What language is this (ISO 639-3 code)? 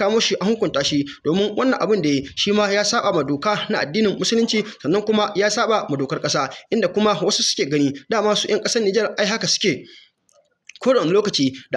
hau